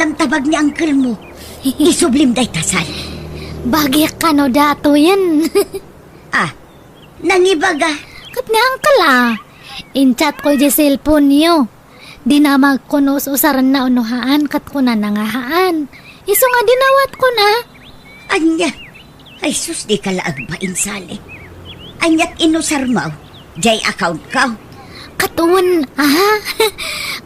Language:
Iloko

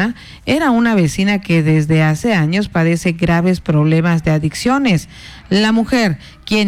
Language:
Spanish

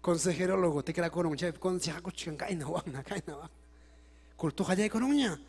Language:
Ayacucho Quechua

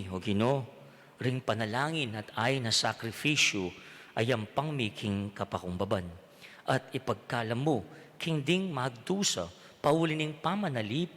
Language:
Pampanga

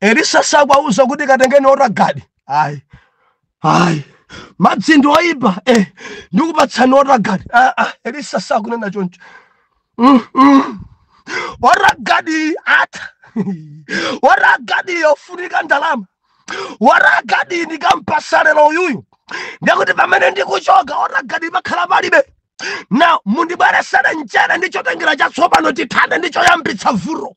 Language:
Nyanja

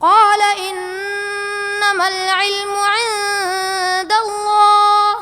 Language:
Eastern Balochi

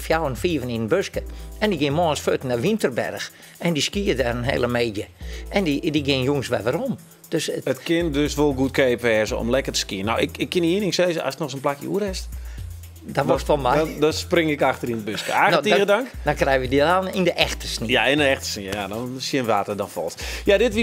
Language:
Western Frisian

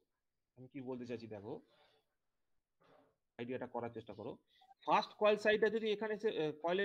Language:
Bangla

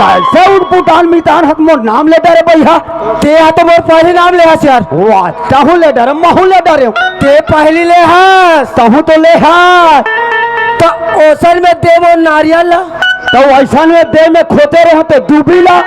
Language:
Chhattisgarhi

